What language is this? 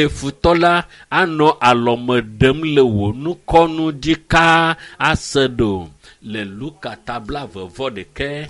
Ewe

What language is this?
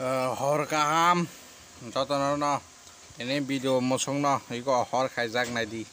Kok Borok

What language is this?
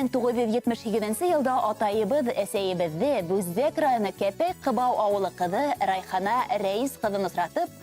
Bashkir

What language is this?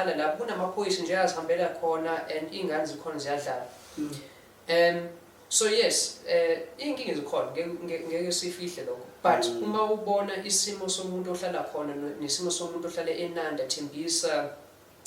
Zulu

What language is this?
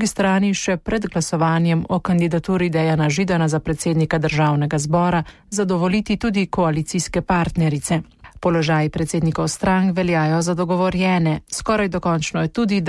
Slovenian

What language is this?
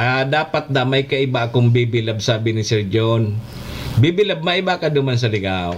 Bikol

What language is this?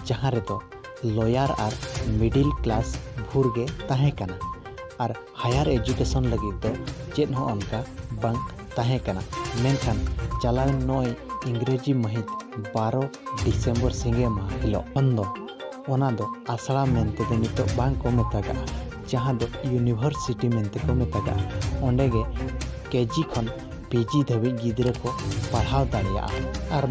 Santali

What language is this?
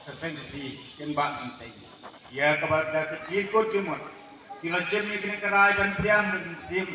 Khasi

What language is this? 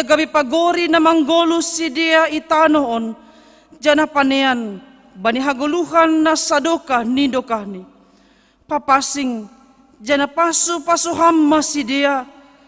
Batak Simalungun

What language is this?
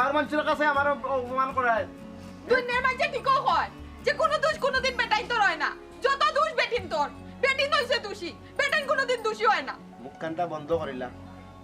Sylheti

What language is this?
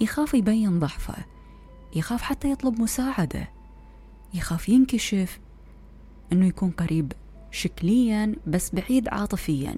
Mesopotamian Arabic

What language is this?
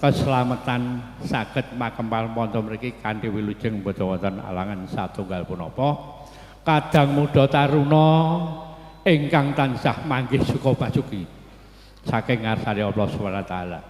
Javanese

